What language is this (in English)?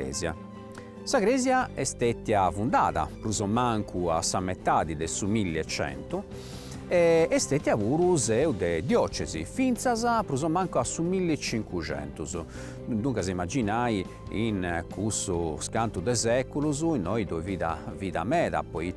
Sardinian